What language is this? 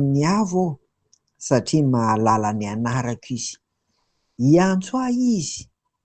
Malagasy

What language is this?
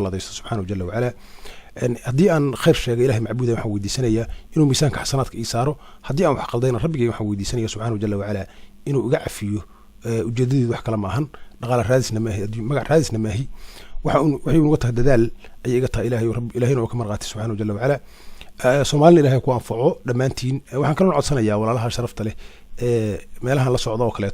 Somali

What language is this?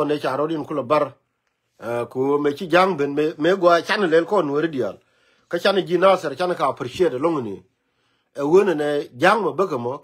Nuer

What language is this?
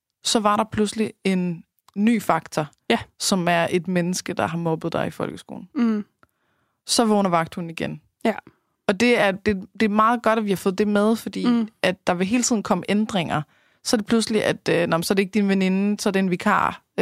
Danish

